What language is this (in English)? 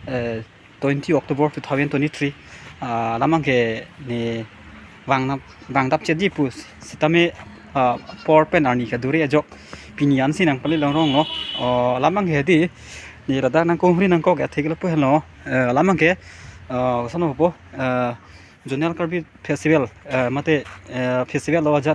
Karbi